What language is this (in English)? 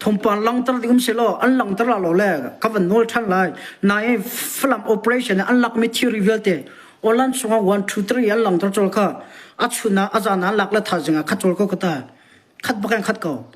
Hakha Chin